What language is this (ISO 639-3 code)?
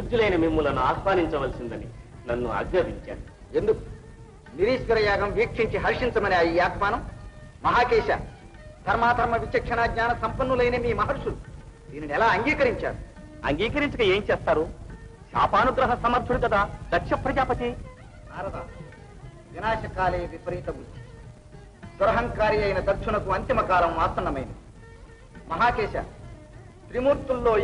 tel